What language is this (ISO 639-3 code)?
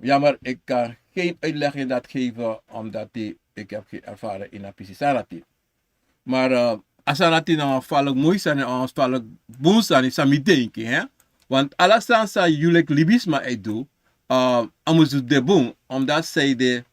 srn